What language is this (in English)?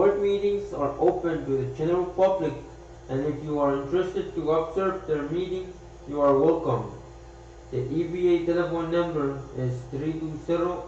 Pohnpeian